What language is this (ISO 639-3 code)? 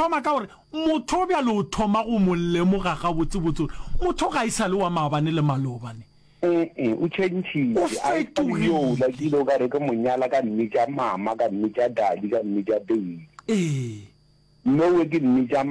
nso